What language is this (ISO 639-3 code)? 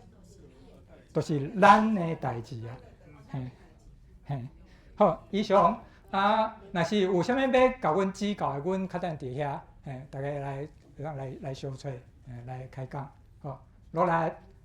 nan